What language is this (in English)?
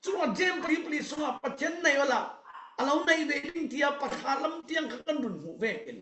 Falam Chin